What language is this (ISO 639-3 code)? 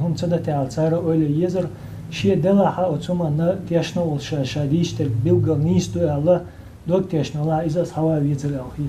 che